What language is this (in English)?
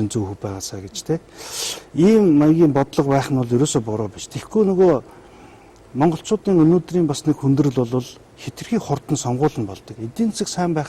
Mongolian